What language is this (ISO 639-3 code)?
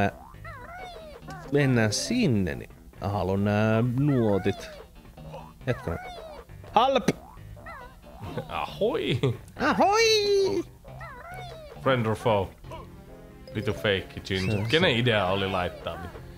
fin